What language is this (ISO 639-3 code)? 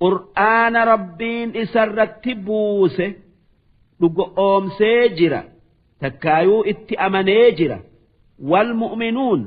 orm